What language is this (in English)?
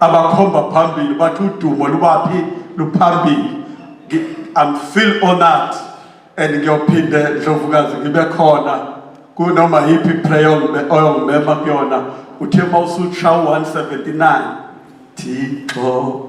Zulu